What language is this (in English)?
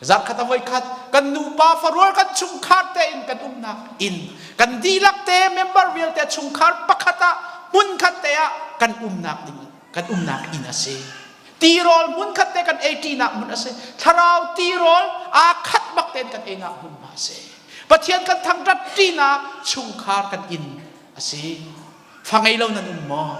Hakha Chin